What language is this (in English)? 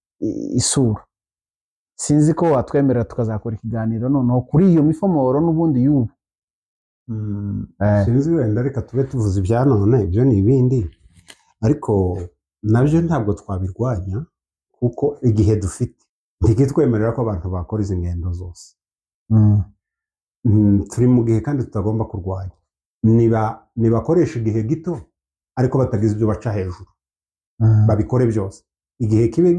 Kinyarwanda